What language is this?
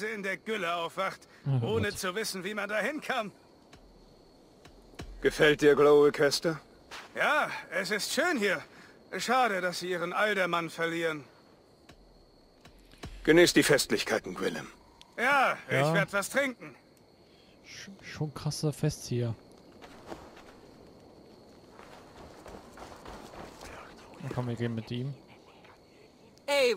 German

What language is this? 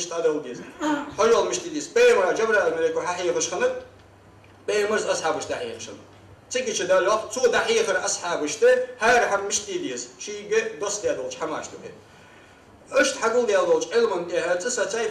Ingush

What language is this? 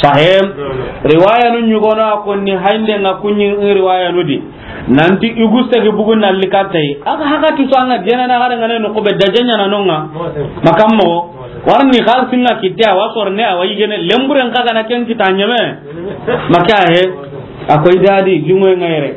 Soninke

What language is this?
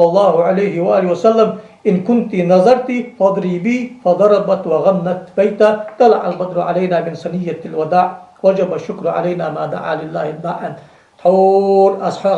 Ingush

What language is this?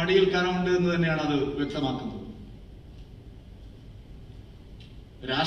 Malayalam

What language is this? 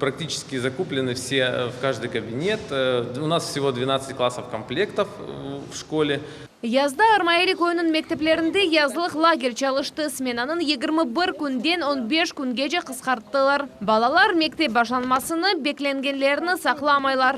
Crimean Tatar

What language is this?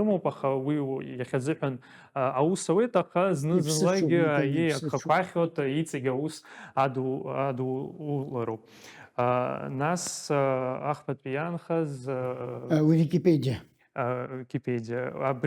Abkhazian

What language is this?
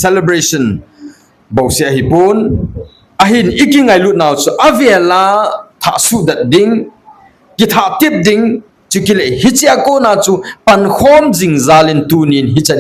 Thado Chin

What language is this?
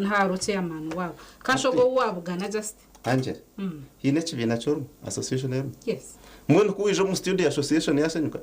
Nyankole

